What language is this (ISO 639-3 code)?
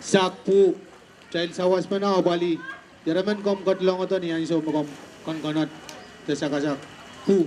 pon